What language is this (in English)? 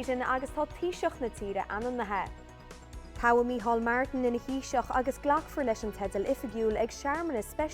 Irish